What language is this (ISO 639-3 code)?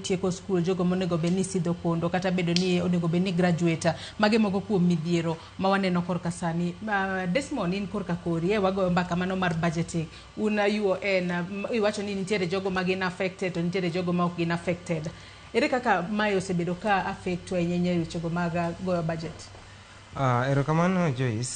luo